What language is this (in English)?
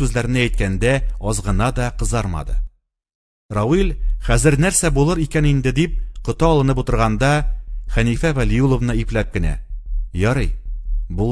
Tatar